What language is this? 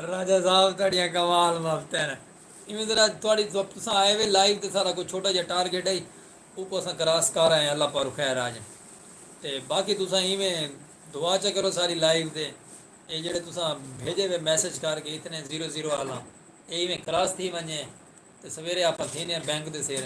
Saraiki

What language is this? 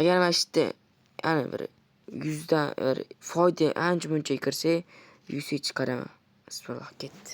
Uzbek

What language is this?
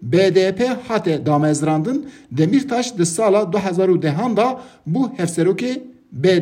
Kurdish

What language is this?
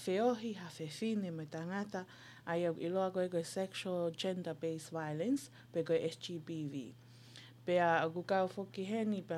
Tongan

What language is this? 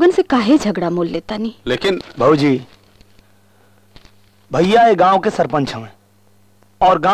Bhojpuri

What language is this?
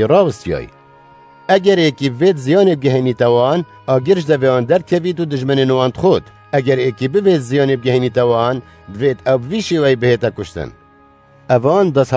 Kurdish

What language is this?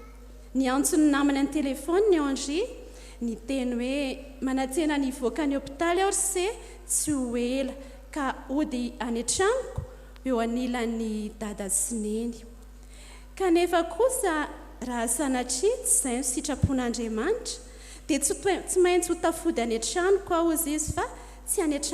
Malagasy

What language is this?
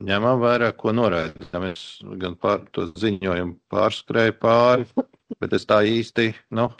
Latvian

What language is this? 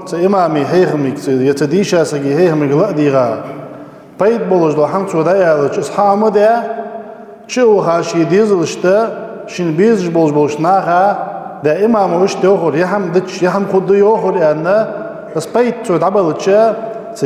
Ingush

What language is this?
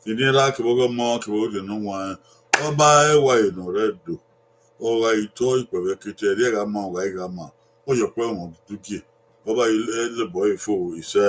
Bini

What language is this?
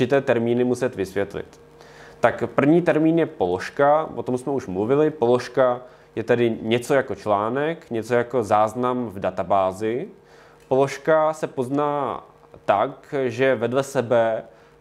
Czech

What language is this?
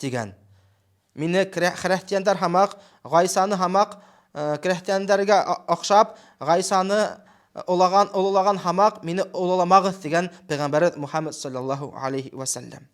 Bashkir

